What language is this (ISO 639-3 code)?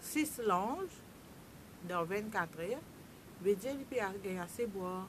mfe